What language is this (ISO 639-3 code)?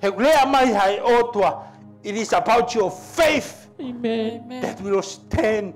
ton